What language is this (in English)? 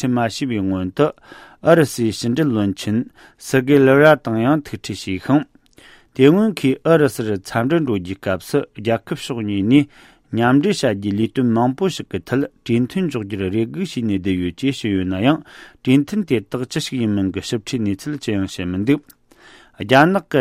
Tibetan